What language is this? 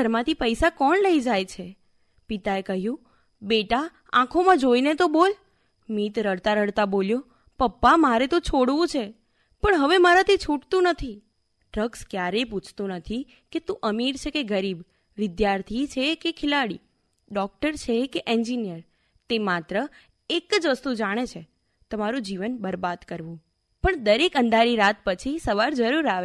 Gujarati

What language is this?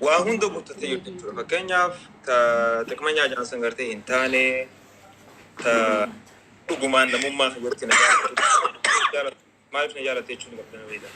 Oromo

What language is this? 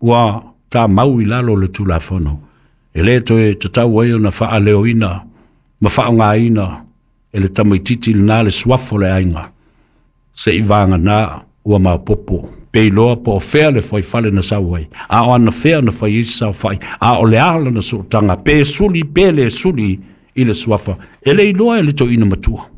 Samoan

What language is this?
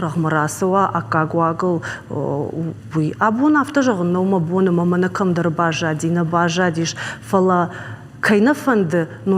Ossetic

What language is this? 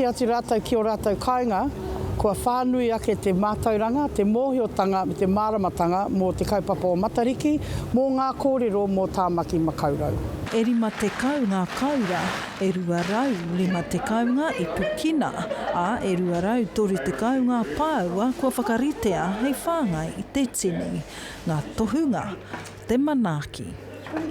Māori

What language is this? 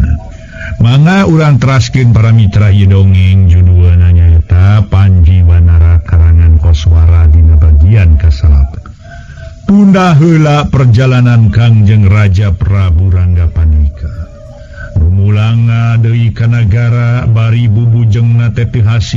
Sundanese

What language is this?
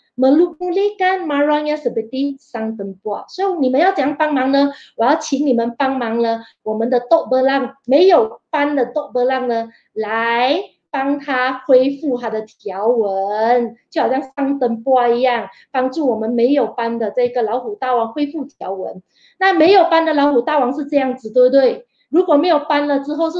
Chinese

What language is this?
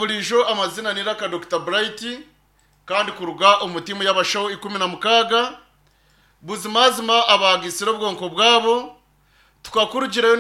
Nyankole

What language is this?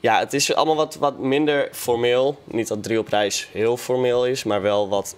Western Frisian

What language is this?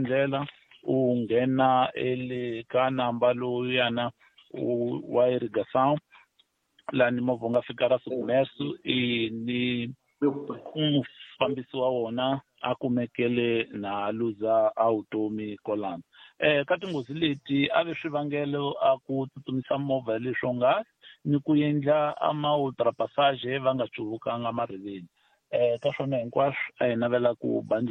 Tsonga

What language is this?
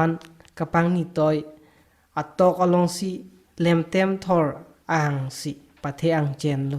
Karbi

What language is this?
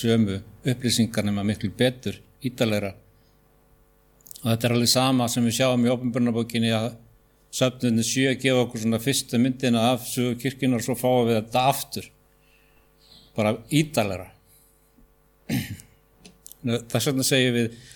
Icelandic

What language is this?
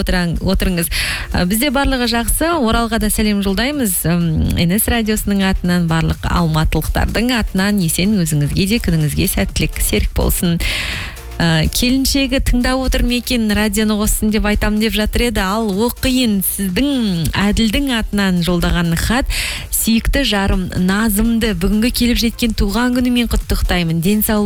Kazakh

